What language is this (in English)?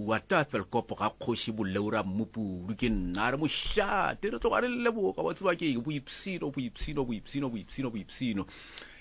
Northern Sotho